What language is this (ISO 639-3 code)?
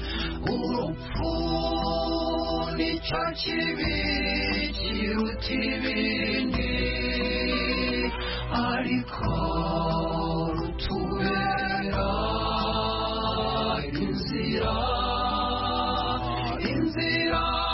kin